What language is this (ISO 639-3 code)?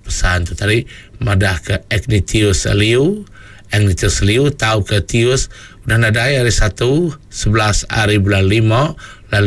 iba